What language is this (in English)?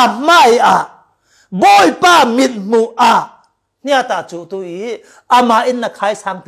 Falam Chin